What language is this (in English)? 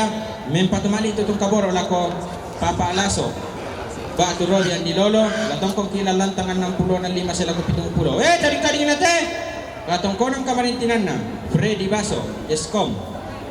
Toraja-Sa'dan